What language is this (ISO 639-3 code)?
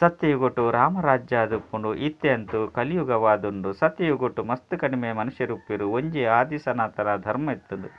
tcy